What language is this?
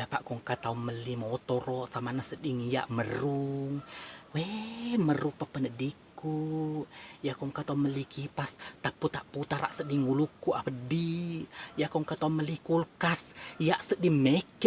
Buginese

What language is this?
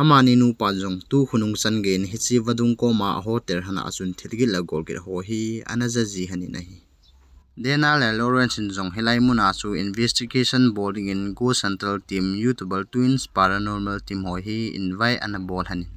Thado Chin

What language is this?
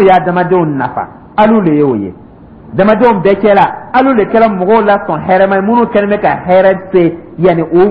Dyula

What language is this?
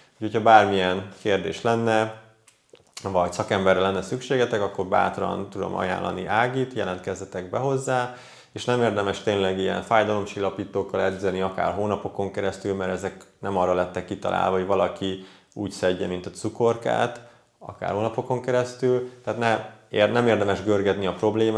Hungarian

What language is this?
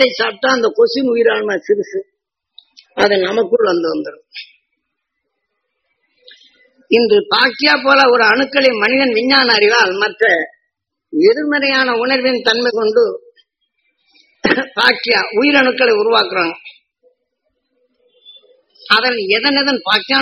Tamil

